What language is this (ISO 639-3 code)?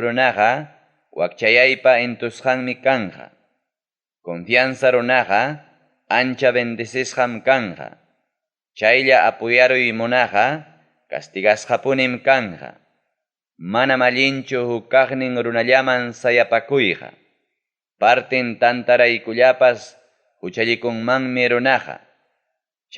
quy